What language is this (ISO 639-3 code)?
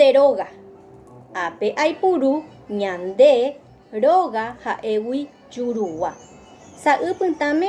grn